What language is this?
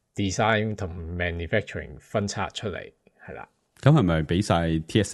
Cantonese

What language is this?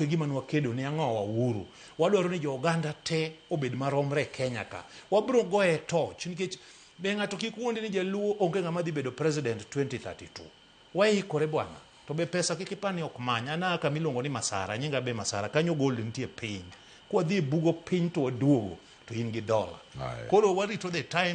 Luo (Kenya and Tanzania)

